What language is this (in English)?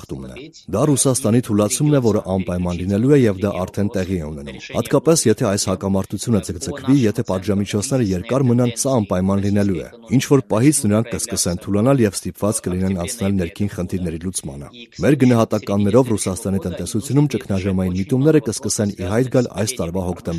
Armenian